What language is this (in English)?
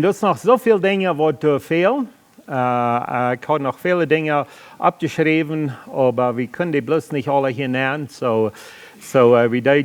Plautdietsch